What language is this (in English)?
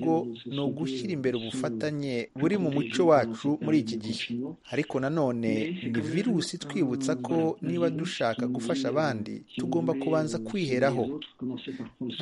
Kinyarwanda